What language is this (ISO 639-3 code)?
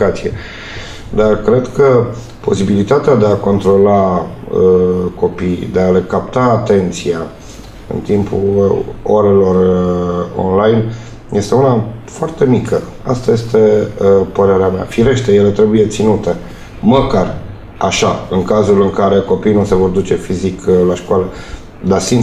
ron